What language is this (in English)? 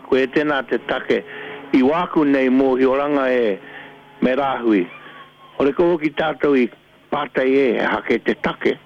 Māori